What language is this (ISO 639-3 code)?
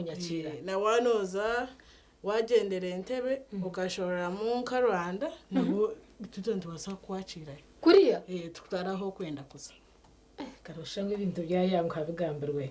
nyn